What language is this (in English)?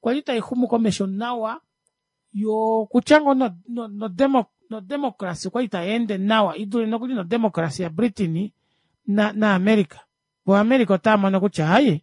Kuanyama